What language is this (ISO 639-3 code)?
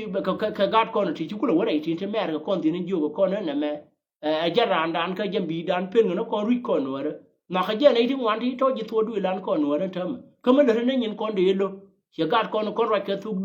nus